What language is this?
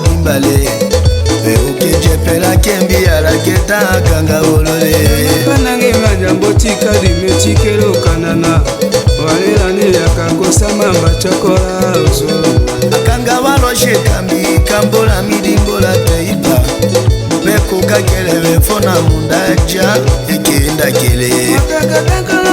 Tetela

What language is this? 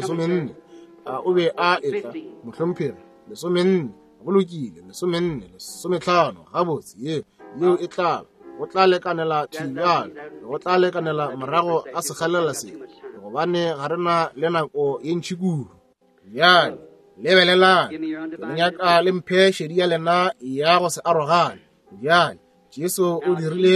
Northern Sotho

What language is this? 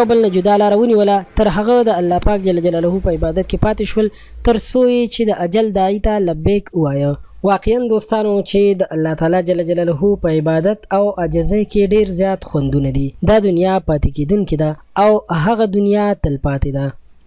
Pashto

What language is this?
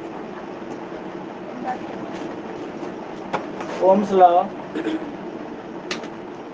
Hindi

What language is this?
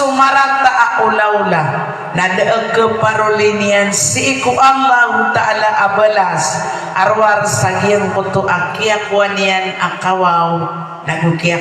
Maranao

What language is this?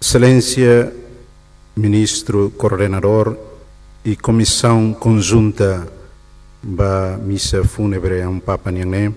Tetum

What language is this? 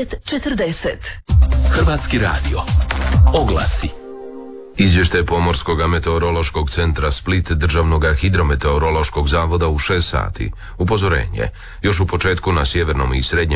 Croatian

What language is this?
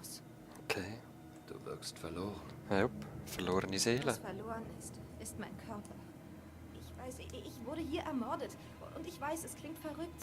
Swiss German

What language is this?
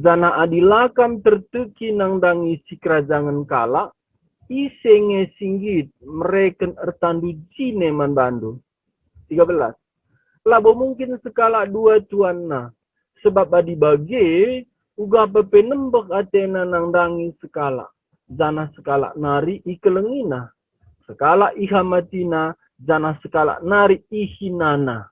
Batak Karo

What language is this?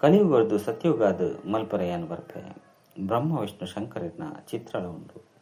Tulu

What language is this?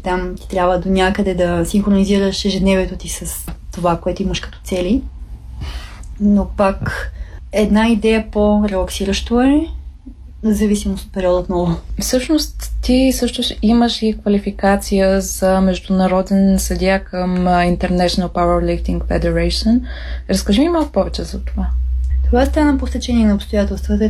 Bulgarian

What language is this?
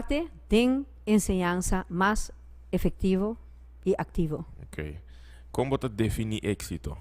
Papiamento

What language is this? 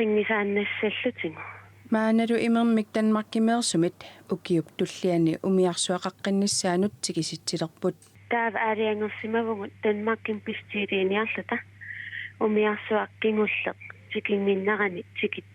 Kalaallisut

